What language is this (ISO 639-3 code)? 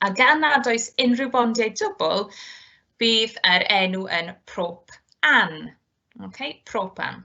cym